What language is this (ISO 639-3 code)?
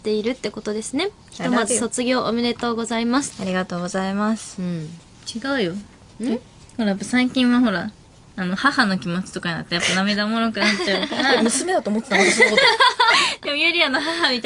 jpn